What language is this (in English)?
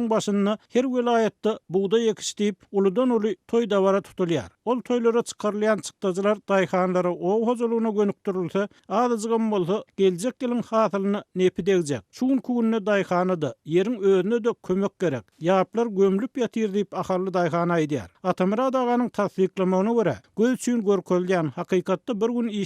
Turkmen